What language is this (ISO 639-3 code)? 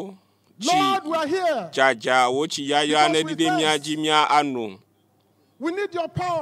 ewe